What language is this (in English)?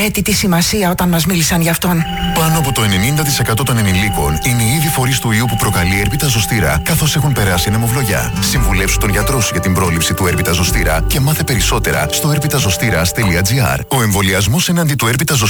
Greek